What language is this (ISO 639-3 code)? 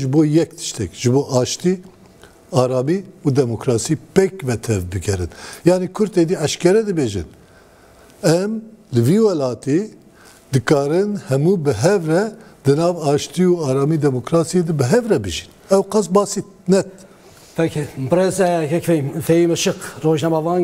kur